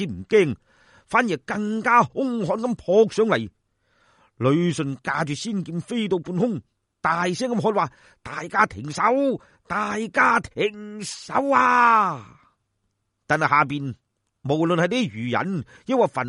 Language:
Cantonese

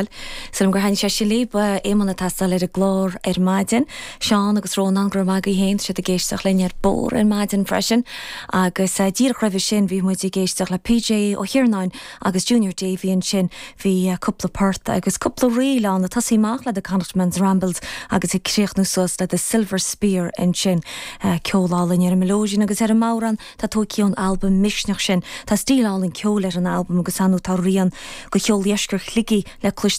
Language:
Irish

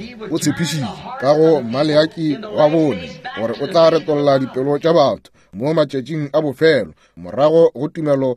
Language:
Northern Sotho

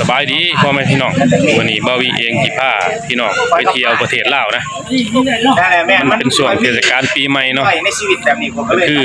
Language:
Lao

